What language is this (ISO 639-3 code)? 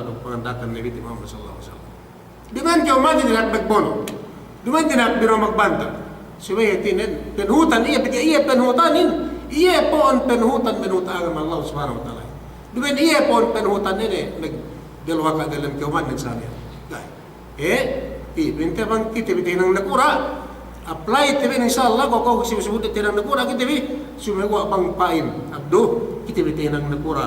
yka